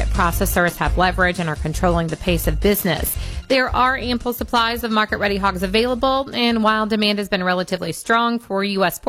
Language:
English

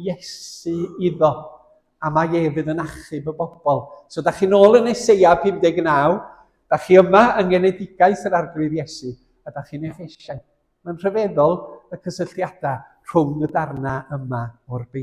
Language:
Welsh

